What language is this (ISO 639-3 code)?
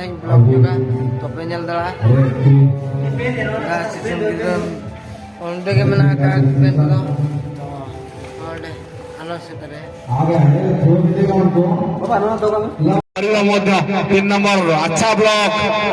sat